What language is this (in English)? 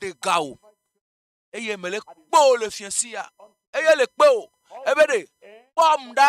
Ewe